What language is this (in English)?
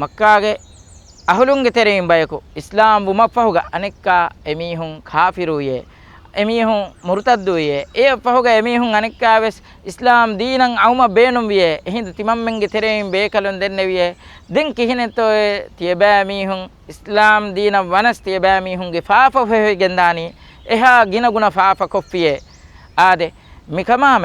Divehi